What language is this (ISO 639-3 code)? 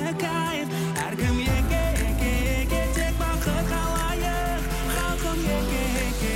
kaz